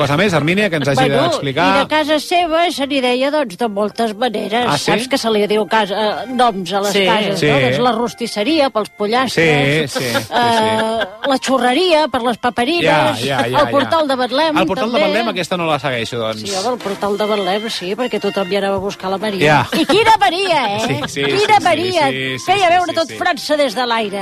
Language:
Catalan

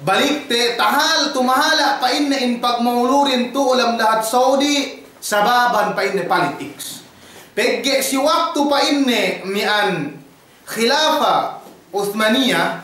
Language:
Yakan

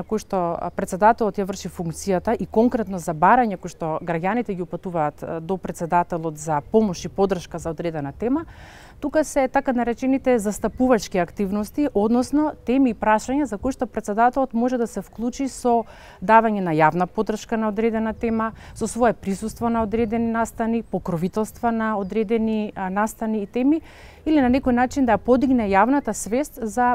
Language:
Macedonian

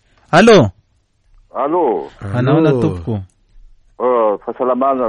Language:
Malagasy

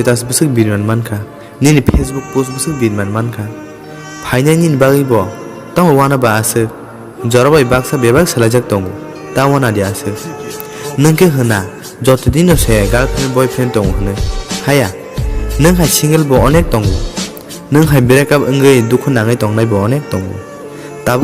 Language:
Kok Borok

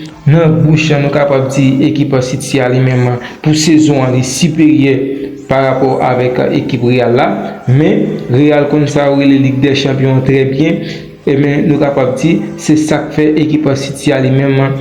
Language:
Haitian Creole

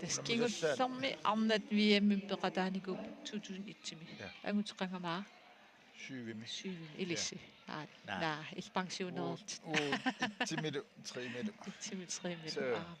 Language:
Kalaallisut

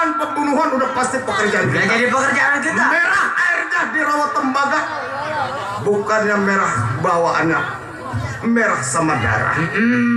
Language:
Betawi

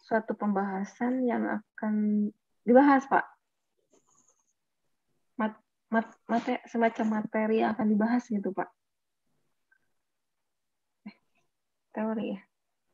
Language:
Indonesian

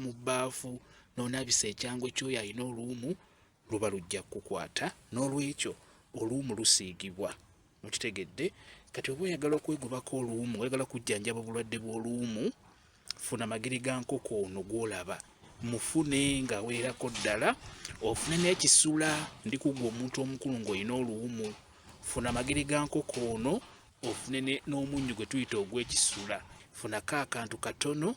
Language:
Ganda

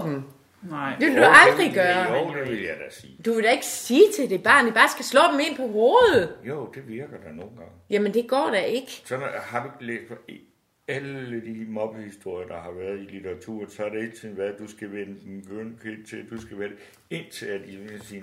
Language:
Danish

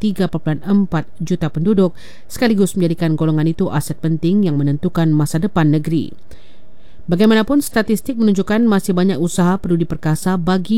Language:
Malay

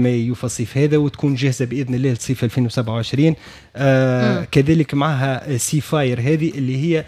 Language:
Tunisian Arabic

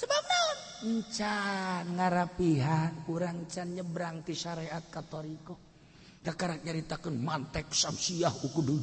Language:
Sundanese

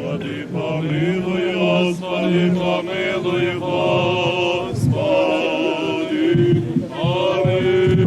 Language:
Rusyn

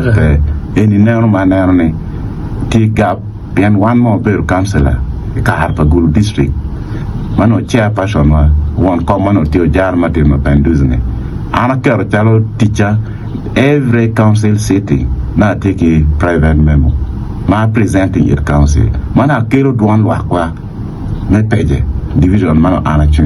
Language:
Acoli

